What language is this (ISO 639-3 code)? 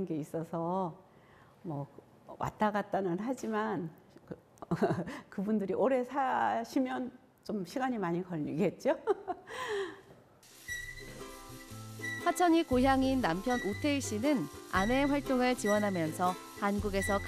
kor